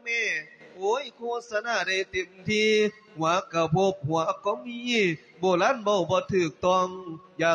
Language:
Lao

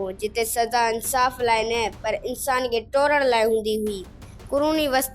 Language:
Sindhi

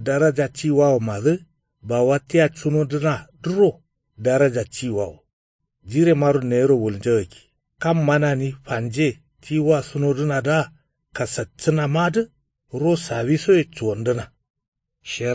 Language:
Kanuri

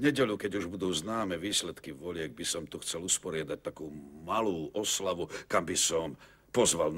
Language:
Slovak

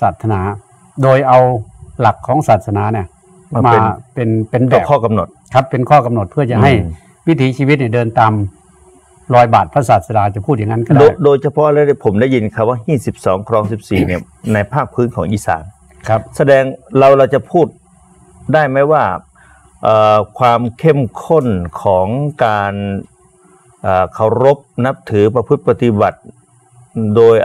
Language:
Thai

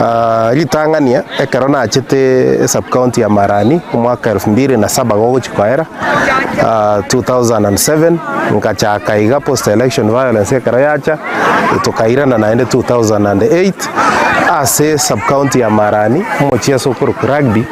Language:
Gusii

